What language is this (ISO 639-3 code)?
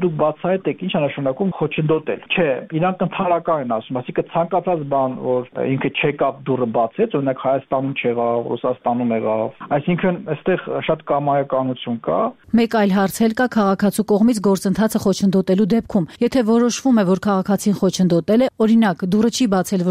hye